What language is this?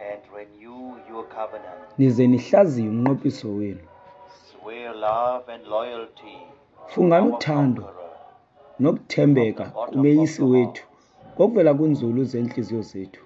Xhosa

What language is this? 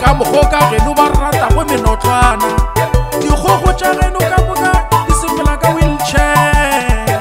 Northern Sotho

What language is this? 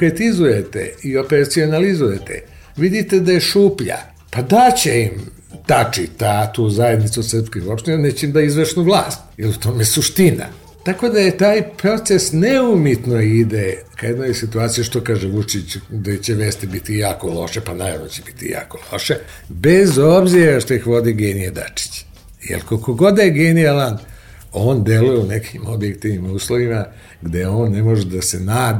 Serbian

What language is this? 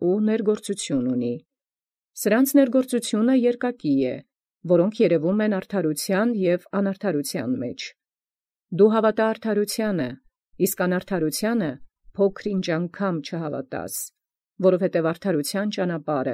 Armenian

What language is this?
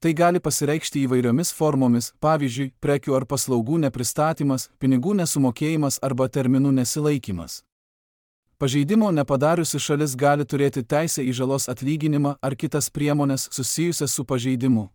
Lithuanian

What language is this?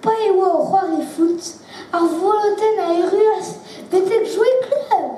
Breton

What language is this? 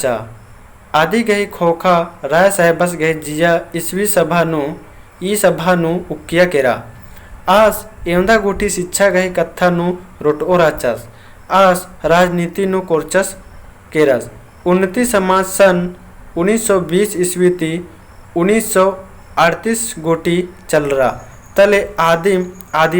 Kurukh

